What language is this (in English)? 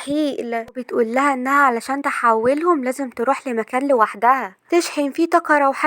Egyptian Arabic